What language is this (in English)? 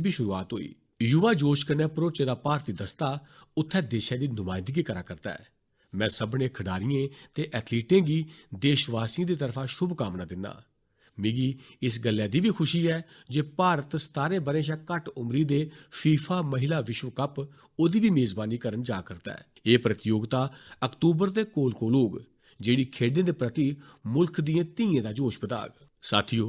Dogri